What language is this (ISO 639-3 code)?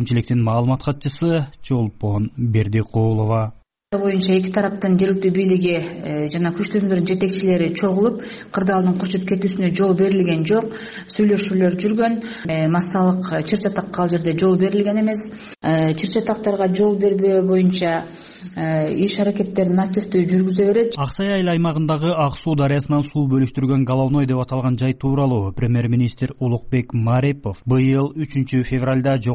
kir